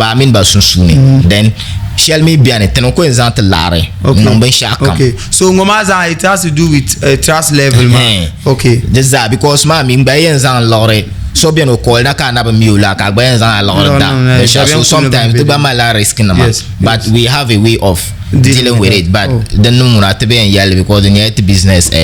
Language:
Dagbani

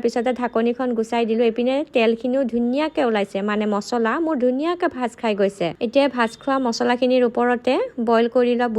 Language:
Assamese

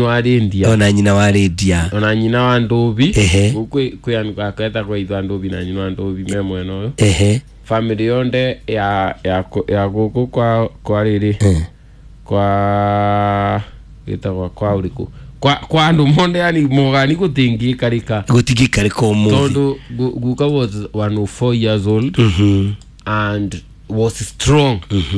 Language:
Kikuyu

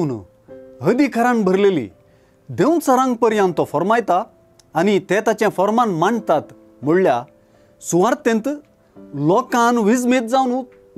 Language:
Konkani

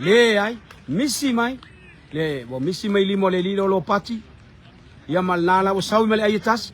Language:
Samoan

